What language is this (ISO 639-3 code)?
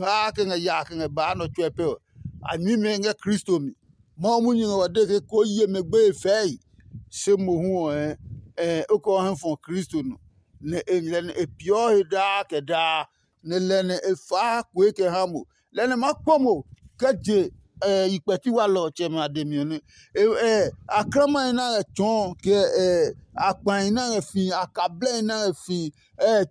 ada